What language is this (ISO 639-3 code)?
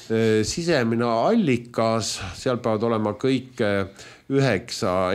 est